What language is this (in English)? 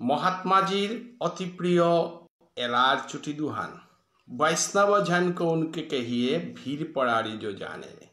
Bishnupriya